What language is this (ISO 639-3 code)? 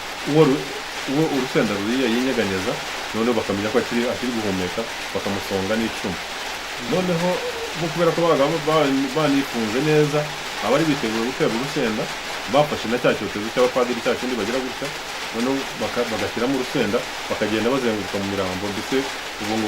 kin